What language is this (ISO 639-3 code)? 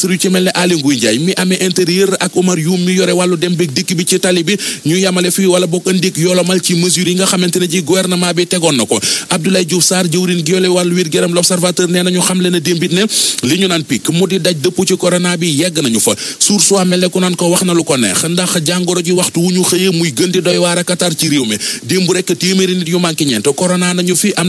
wol